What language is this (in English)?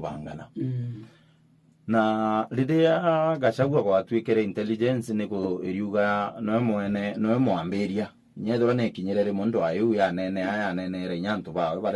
Meru